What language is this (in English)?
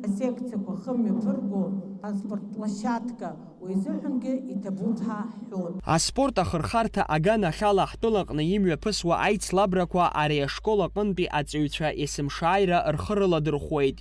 Abkhazian